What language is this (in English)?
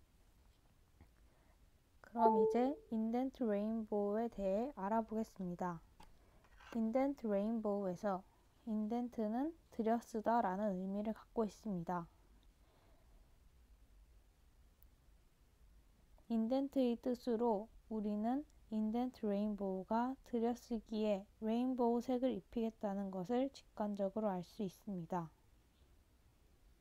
Korean